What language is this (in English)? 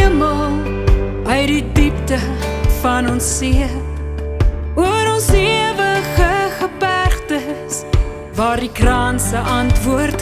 Afrikaans